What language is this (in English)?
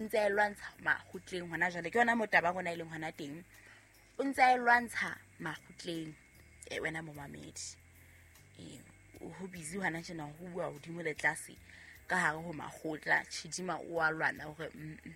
Southern Sotho